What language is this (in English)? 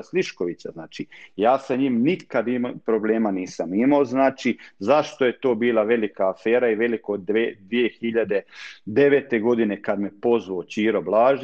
Croatian